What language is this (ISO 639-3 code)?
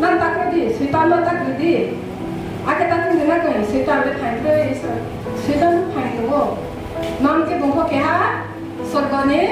ria